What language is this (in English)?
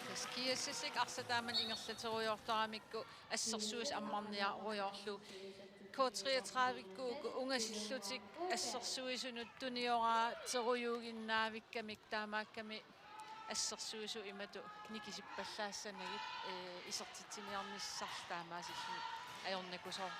Kalaallisut